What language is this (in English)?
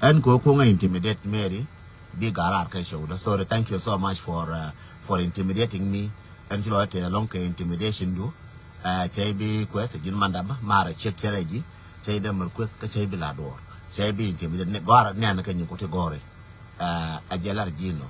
Nuer